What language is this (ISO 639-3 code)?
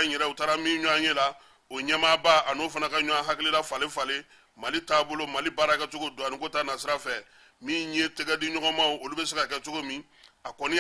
bam